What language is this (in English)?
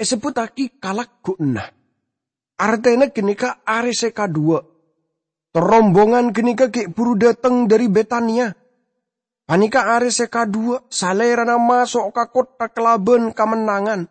Madurese